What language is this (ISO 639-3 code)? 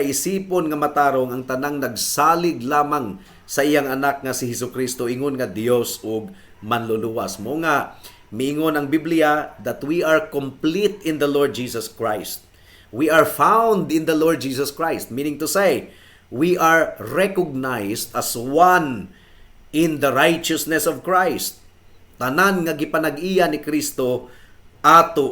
ceb